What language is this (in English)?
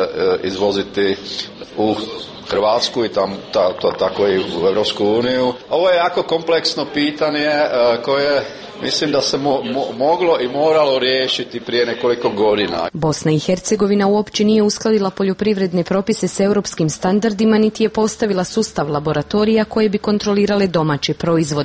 Croatian